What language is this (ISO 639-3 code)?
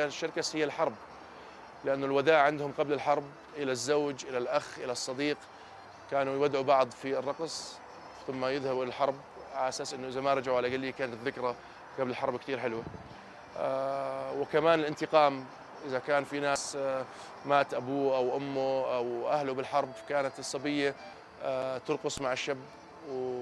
apc